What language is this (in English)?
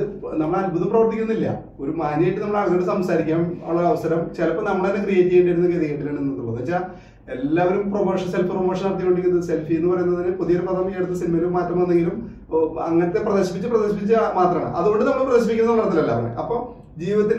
Malayalam